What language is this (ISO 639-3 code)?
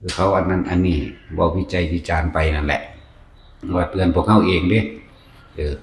tts